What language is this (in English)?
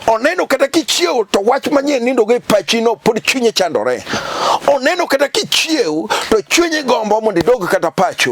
Luo (Kenya and Tanzania)